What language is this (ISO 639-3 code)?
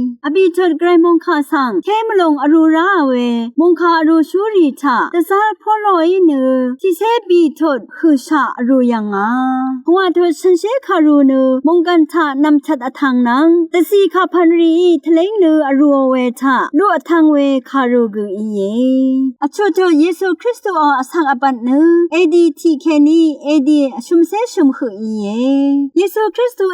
raw